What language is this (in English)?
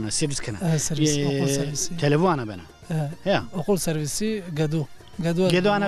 Zaza